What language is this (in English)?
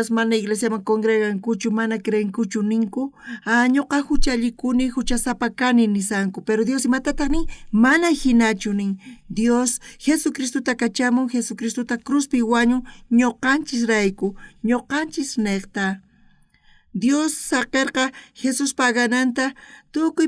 South Bolivian Quechua